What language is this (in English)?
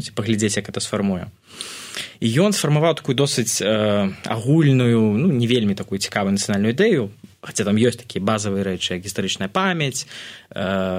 Belarusian